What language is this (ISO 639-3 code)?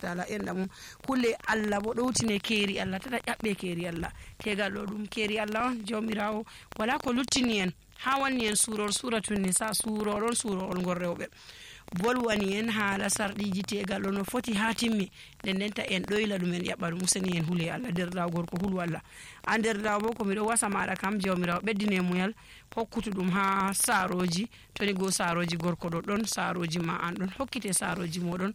fuv